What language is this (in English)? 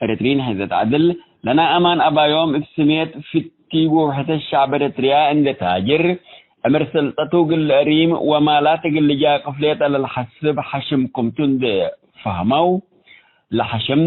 Tigre